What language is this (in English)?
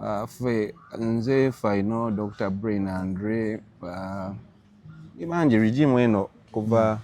Ganda